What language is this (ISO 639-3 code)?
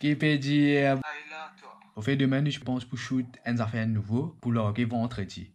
mfe